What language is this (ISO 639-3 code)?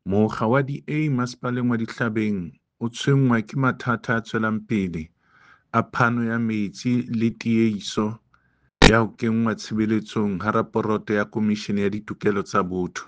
sot